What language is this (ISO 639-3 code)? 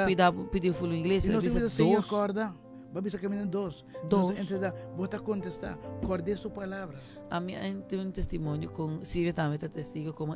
pap